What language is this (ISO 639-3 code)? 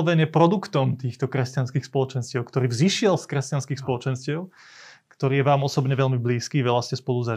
slk